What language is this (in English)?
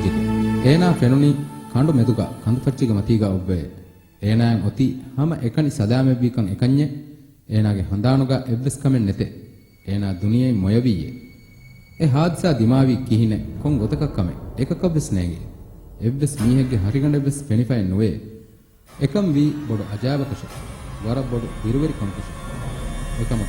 Divehi